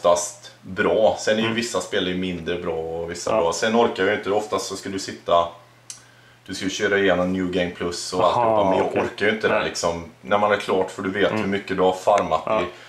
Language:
Swedish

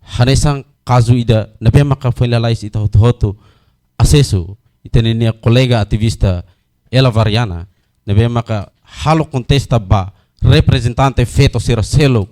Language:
Tetum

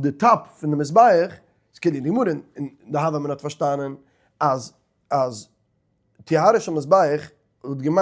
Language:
Yiddish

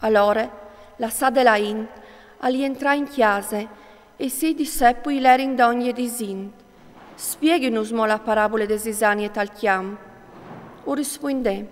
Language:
Friulian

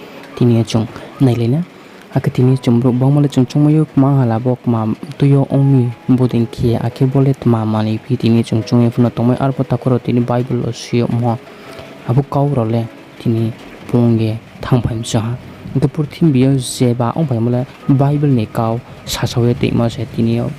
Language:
Riang (India)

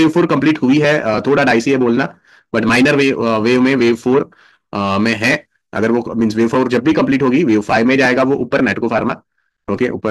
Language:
Hindi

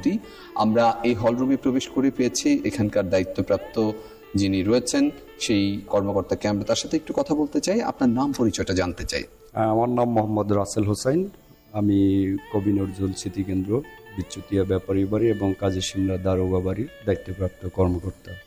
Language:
Bangla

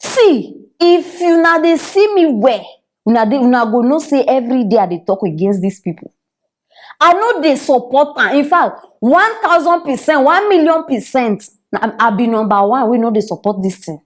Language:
Nigerian Pidgin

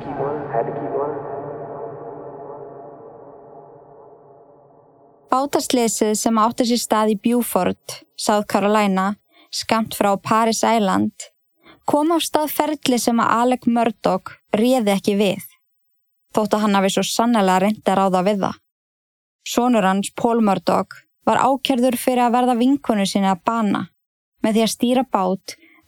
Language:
Icelandic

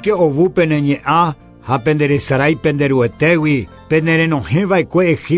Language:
Guarani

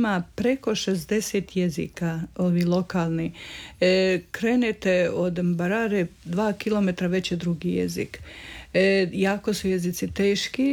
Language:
Croatian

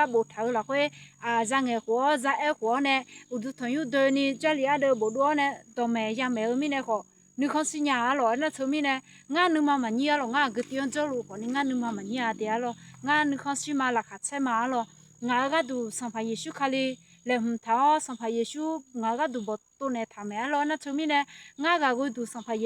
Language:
Akha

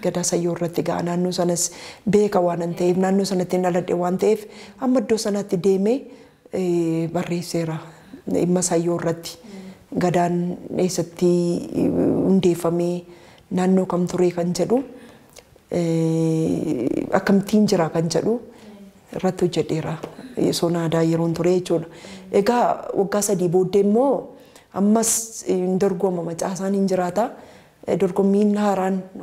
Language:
Oromo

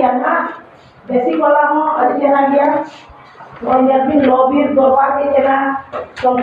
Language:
Santali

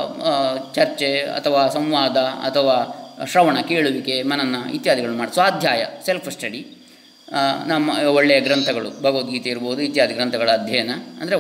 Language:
Kannada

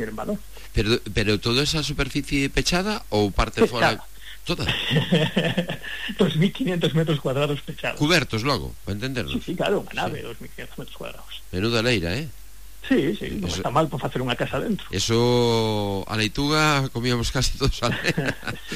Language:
Galician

